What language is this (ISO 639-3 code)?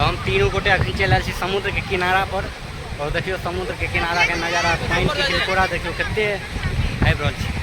mai